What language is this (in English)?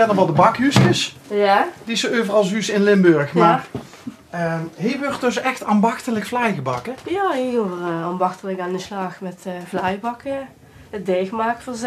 Limburgish